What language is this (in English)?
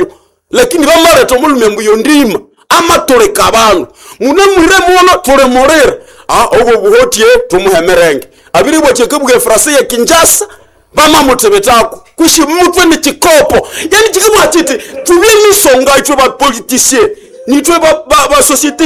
Nande